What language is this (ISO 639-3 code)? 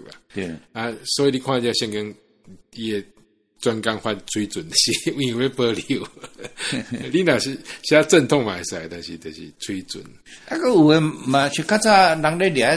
nan